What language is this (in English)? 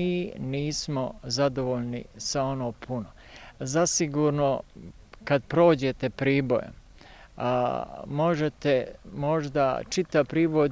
Bosnian